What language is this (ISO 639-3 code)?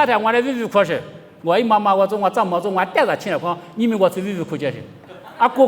lis